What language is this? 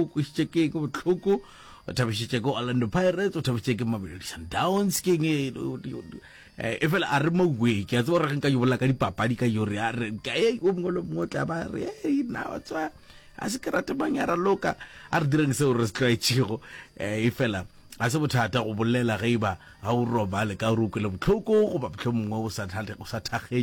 Northern Sotho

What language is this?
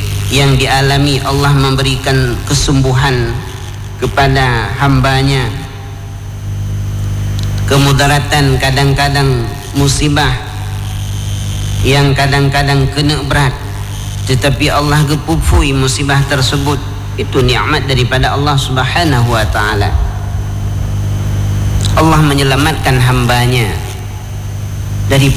Malay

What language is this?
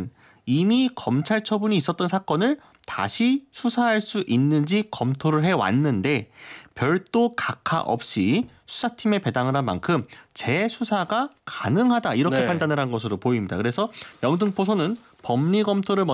Korean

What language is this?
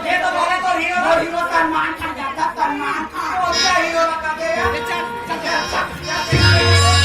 Chhattisgarhi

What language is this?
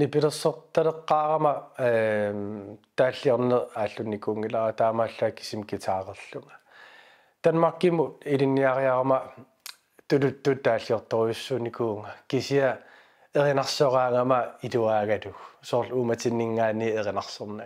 Kalaallisut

